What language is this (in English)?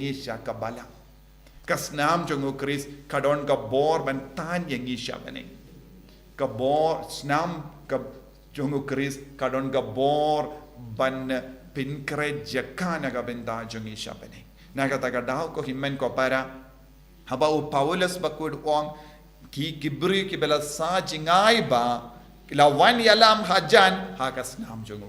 Khasi